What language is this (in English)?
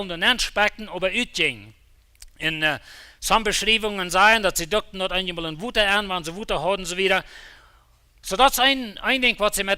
Plautdietsch